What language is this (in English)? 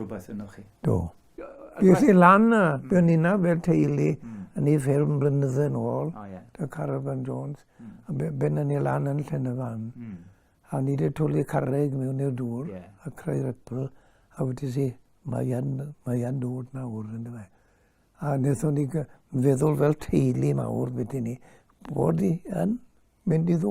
Welsh